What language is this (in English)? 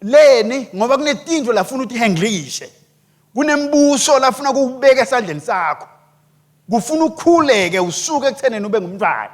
Swati